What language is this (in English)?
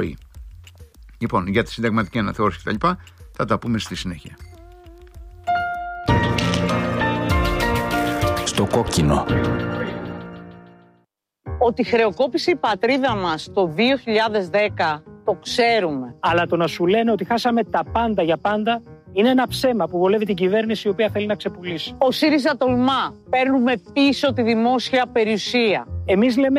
Greek